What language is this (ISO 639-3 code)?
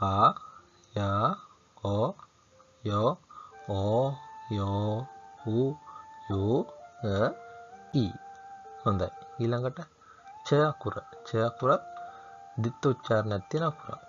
sin